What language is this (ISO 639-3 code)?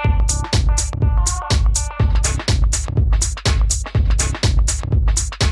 ita